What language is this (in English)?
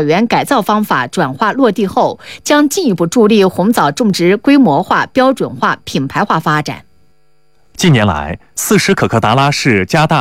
Chinese